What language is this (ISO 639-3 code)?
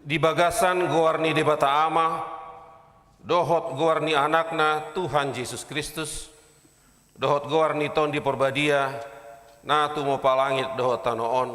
bbc